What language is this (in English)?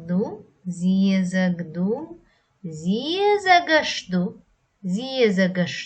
Chechen